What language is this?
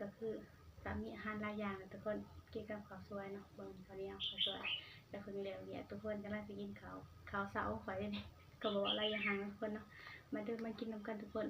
Northeastern Thai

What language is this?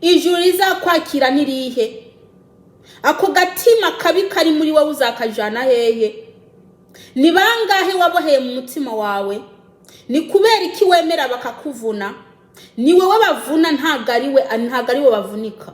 Rundi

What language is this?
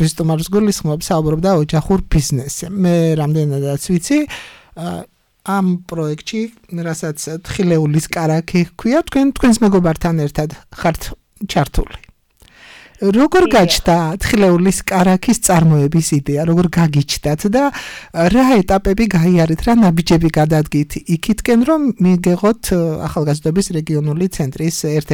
Georgian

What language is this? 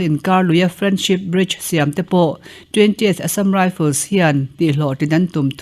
Mizo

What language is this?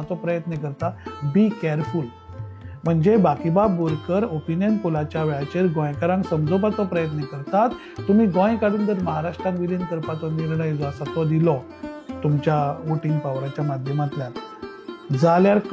Konkani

